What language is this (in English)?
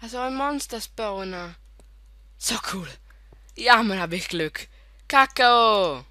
Swiss German